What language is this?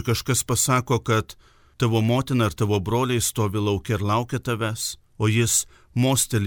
Lithuanian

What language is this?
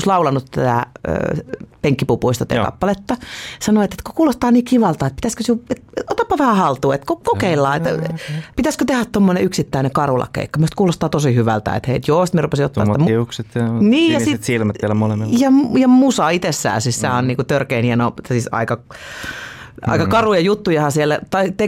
Finnish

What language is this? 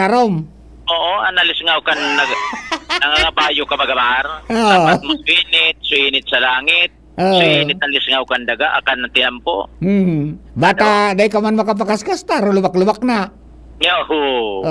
Bikol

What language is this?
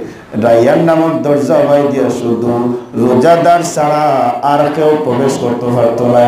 Sylheti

